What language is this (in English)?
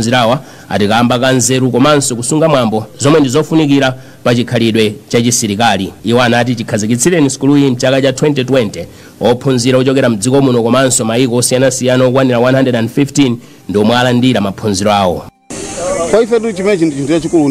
Nyanja